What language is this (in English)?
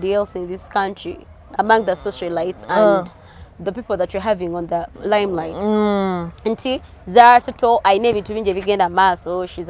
Ganda